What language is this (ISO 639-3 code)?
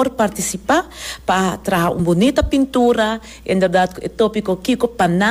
pap